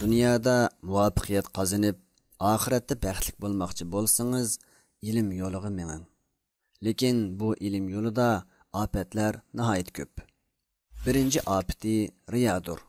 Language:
Uyghur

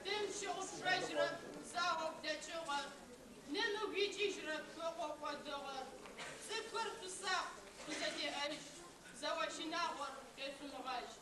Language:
Adyghe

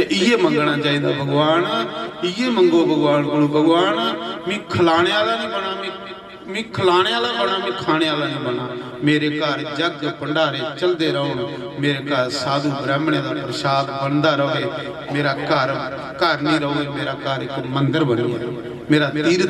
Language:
Dogri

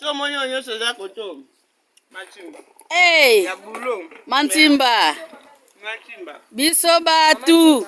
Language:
Lingala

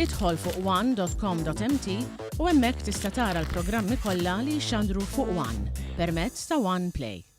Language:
Maltese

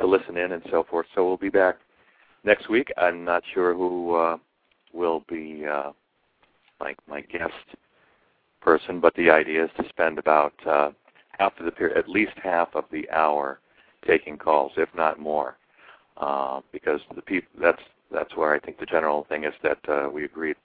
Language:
English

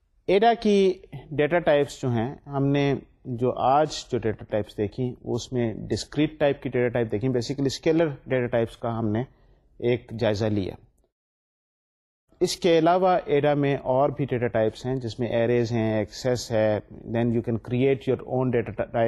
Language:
Urdu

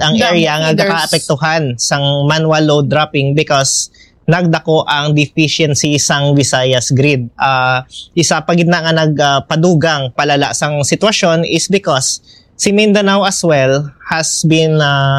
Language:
Hiligaynon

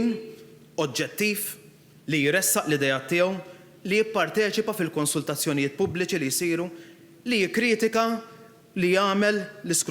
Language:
Maltese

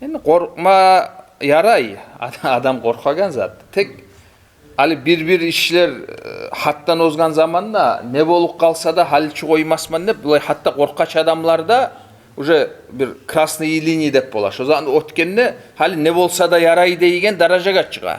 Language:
Kumyk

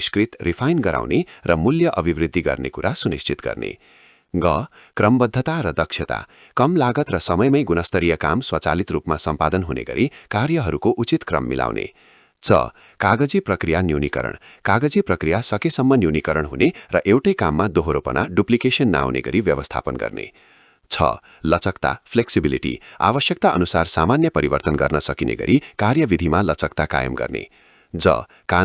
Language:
Nepali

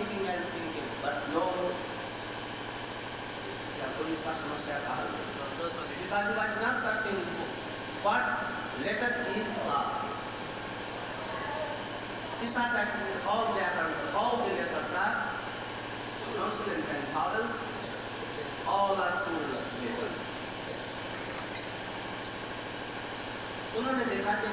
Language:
Hindi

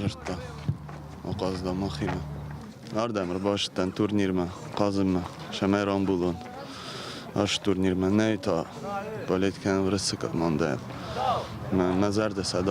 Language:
Ossetic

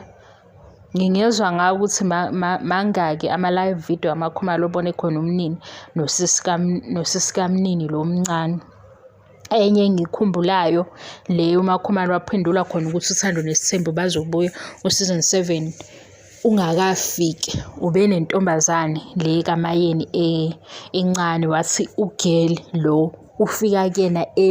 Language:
Zulu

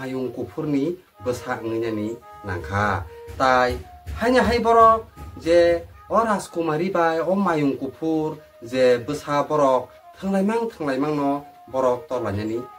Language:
Kok Borok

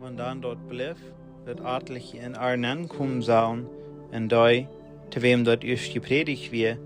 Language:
Plautdietsch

